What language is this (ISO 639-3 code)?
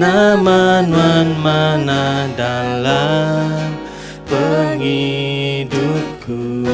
iba